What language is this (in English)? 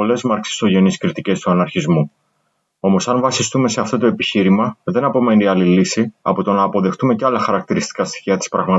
Greek